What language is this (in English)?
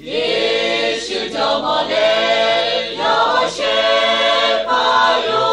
Lahu